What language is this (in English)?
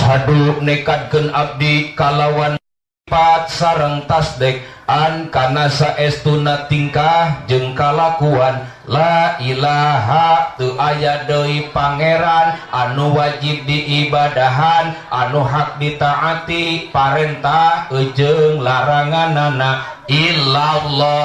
Sundanese